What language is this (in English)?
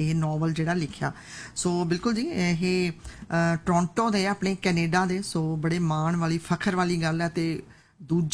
Punjabi